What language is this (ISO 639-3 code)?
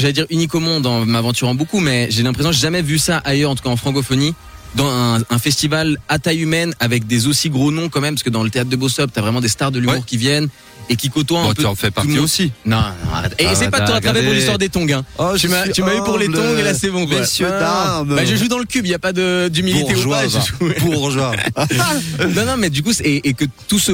fra